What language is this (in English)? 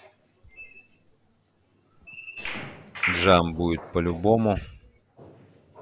Russian